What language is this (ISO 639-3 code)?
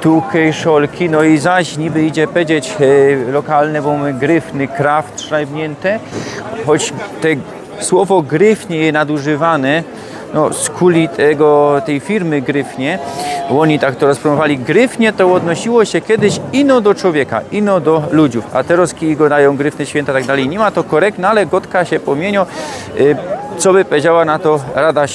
szl